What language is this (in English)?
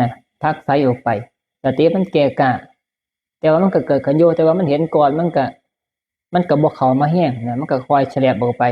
Northeastern Thai